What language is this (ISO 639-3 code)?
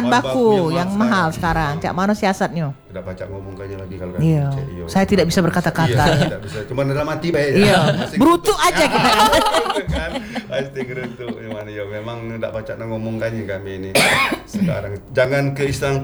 ind